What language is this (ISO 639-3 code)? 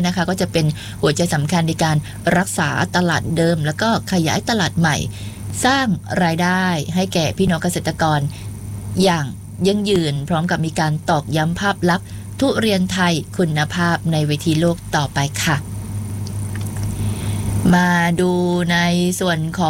tha